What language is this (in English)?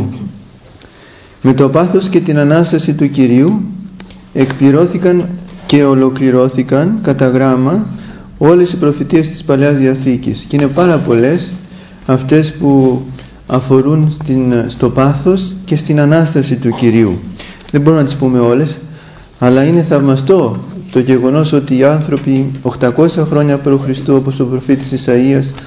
Greek